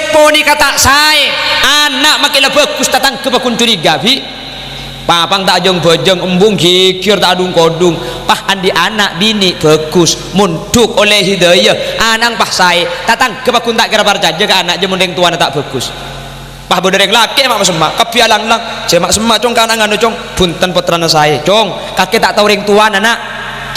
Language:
Madurese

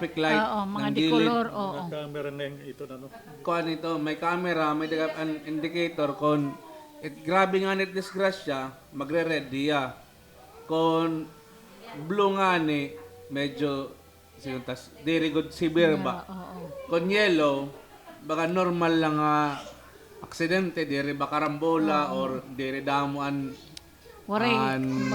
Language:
Waray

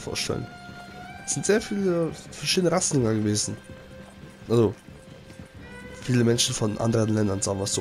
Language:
German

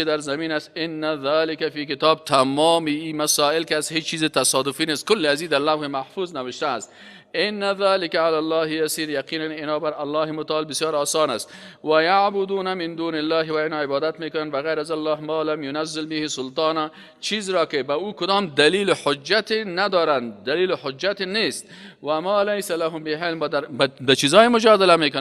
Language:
Persian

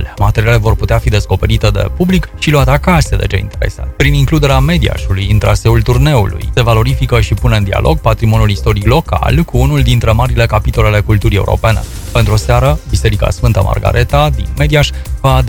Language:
Romanian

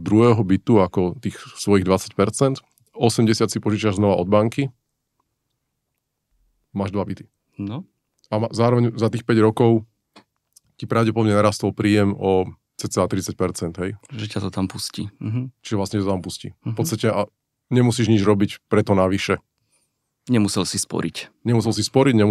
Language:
Slovak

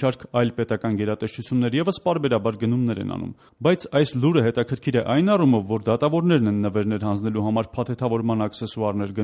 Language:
Armenian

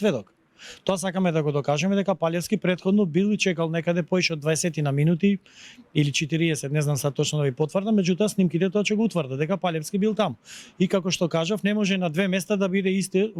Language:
Macedonian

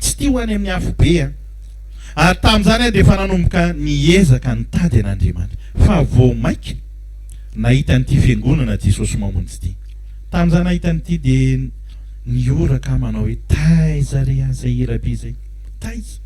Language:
Malagasy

